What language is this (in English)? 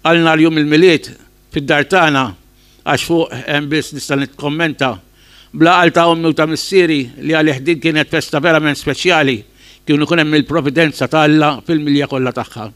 Maltese